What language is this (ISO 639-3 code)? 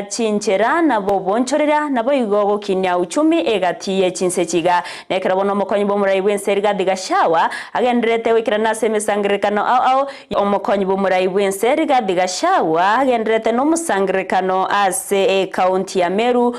guz